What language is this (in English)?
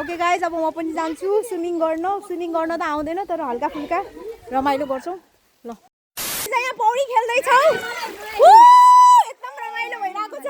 Nepali